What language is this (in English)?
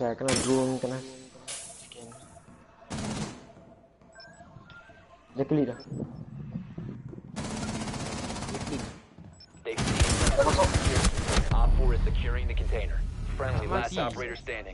Malay